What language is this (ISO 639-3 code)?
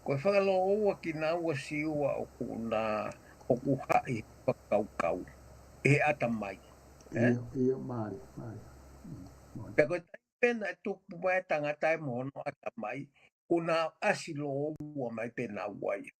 ton